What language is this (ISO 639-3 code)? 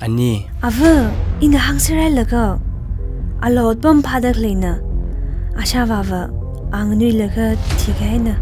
nmf